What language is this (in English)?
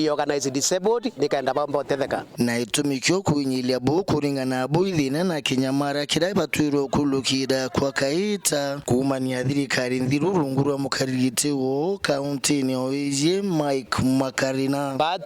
Meru